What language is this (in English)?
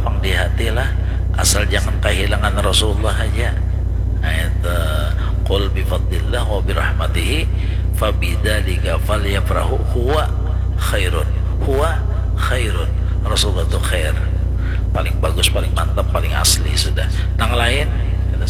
Banjar